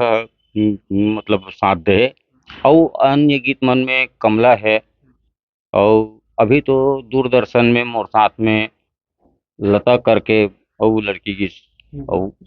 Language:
Chhattisgarhi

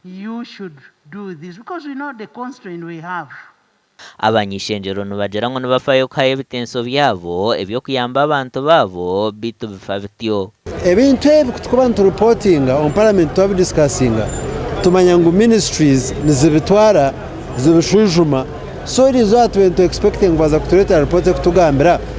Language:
Nyankole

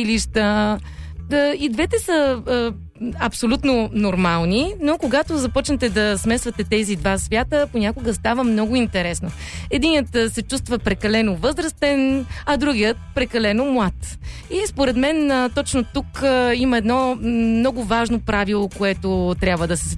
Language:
Bulgarian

